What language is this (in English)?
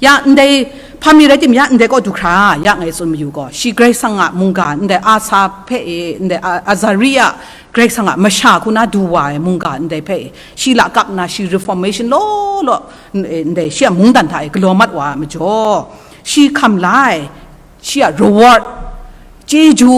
Kachin